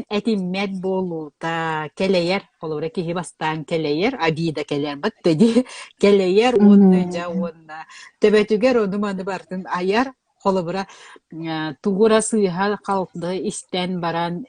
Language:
Yakut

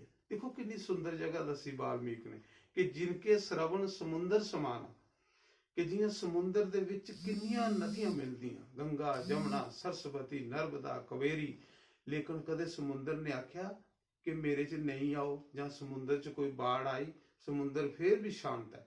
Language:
Dogri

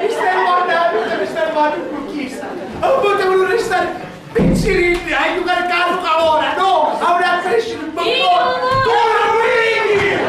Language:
Sicilian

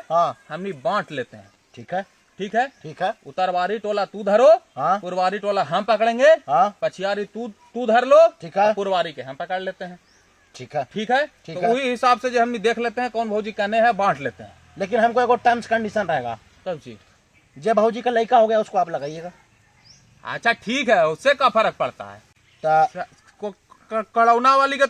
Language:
Magahi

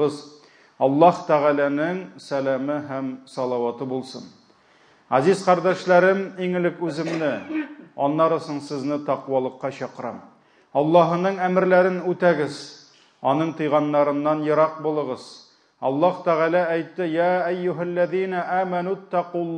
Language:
Tatar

